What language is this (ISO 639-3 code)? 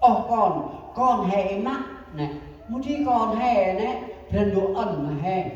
cmo